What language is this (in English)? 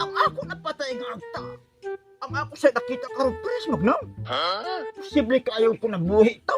Cebuano